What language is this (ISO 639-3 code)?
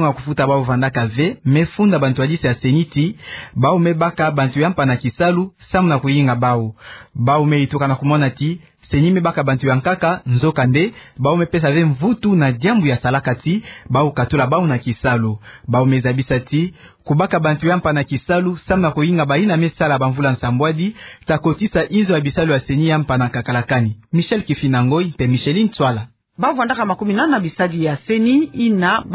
ktu